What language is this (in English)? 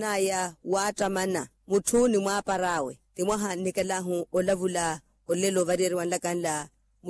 Makhuwa